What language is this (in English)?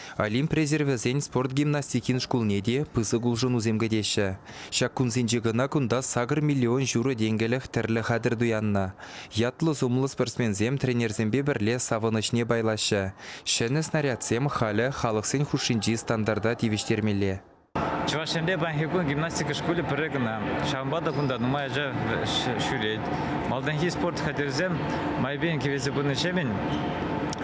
Chuvash